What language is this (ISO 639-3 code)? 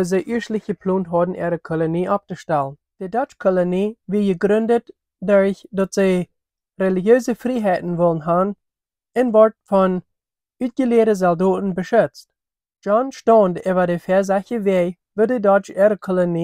pdt